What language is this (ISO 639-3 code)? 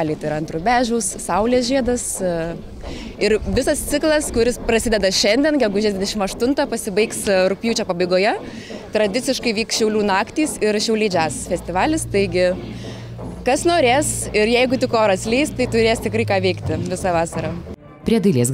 lit